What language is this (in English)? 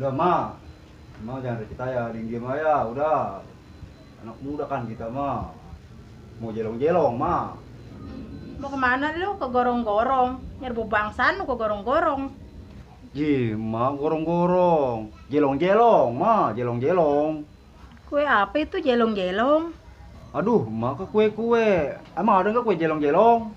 Betawi